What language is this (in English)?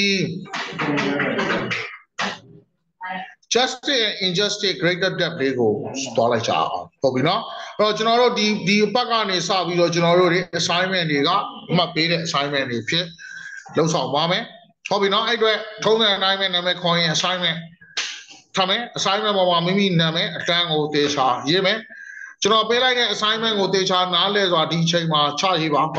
Burmese